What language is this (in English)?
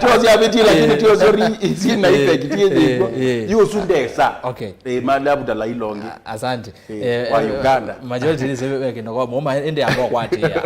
Kamba